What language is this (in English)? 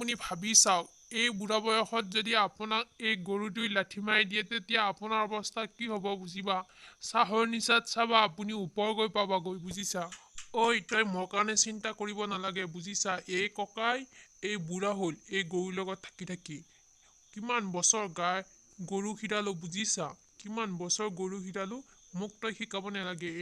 Assamese